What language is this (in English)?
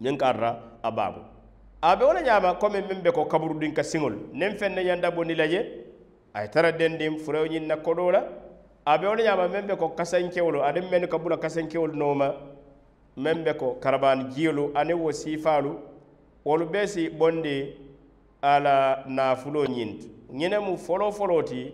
Mandingo